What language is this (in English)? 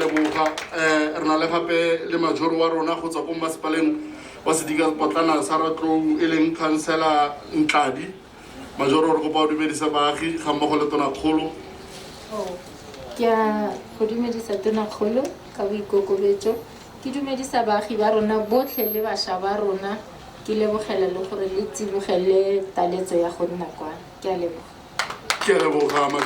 Tswana